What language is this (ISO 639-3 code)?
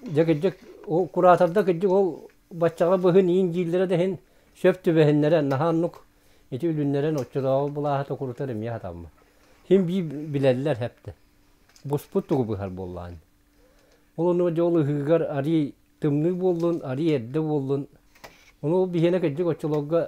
sah